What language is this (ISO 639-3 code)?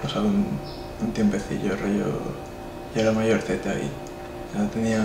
spa